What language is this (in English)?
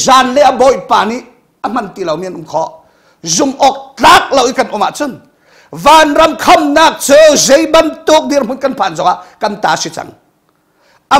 Hakha Chin